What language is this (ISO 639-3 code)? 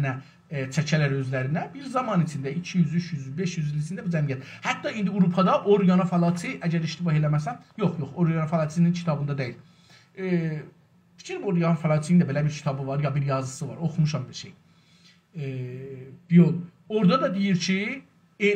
azb